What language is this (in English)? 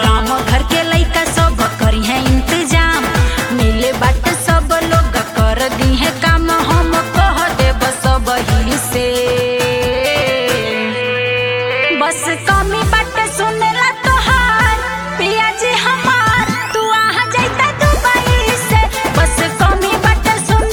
Bhojpuri